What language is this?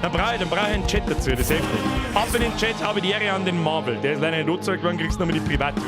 Bavarian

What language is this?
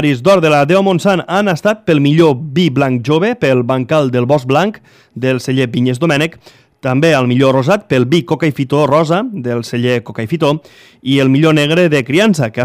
Catalan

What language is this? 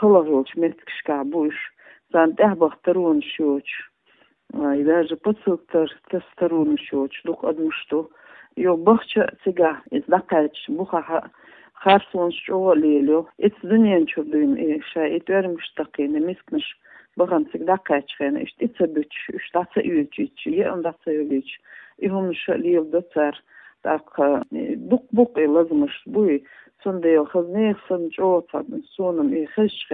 Chechen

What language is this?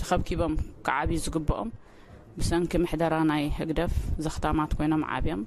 Tigrinya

